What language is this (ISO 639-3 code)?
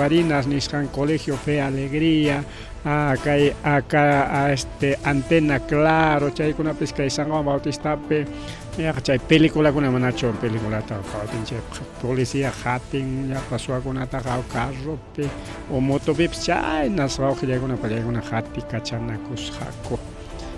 quy